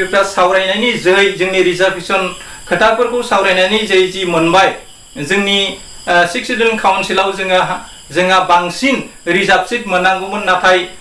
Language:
Bodo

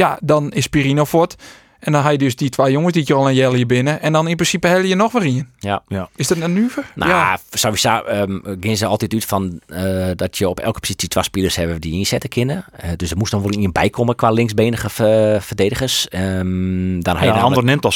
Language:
Western Frisian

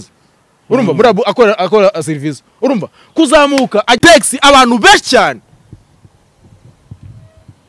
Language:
Kinyarwanda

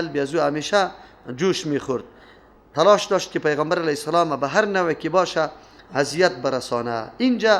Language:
Persian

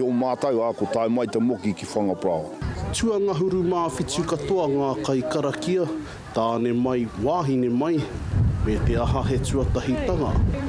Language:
Māori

